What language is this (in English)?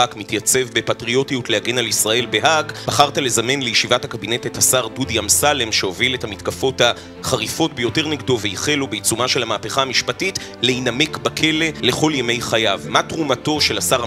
Hebrew